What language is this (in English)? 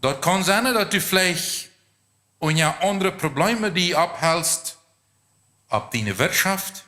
Plautdietsch